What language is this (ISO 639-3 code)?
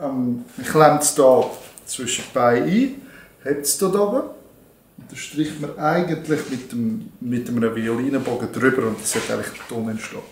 gsw